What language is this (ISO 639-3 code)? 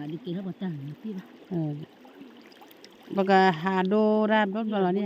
ksw